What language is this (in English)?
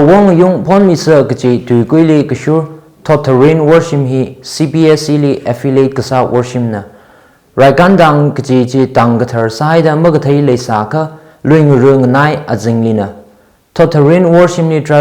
Tangkhul Naga (India)